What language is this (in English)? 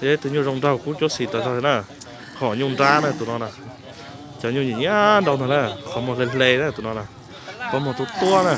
Hmong